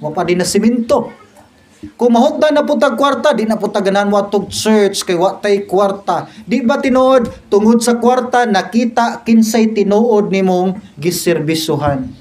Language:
Cebuano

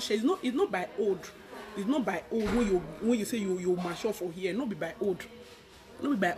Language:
Nigerian Pidgin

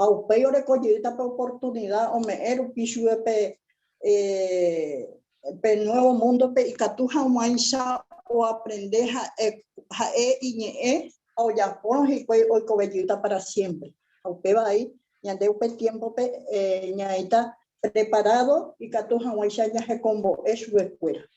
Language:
Guarani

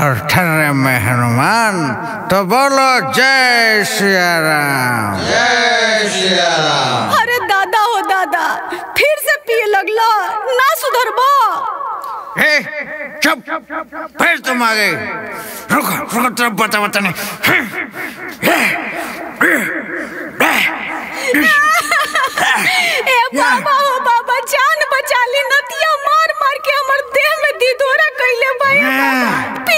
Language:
Bhojpuri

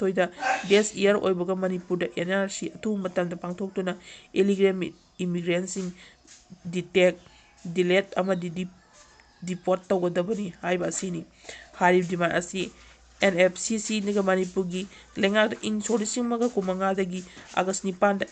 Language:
Manipuri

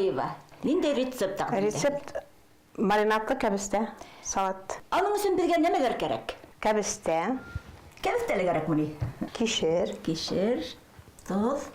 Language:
Bashkir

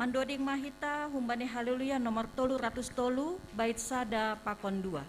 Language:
Batak Simalungun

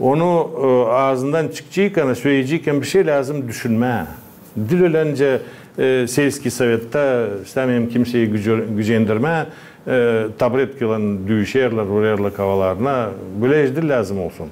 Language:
Gagauz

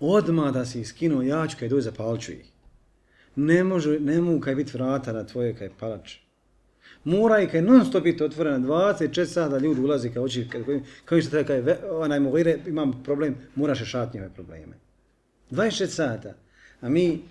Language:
Bosnian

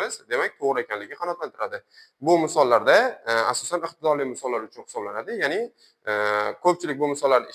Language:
Uzbek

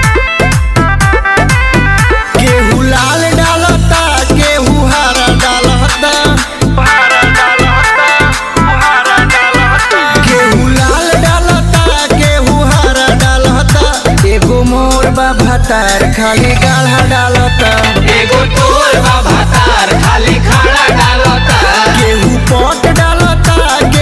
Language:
Bhojpuri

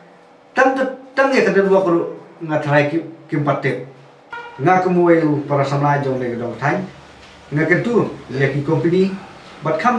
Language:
Khasi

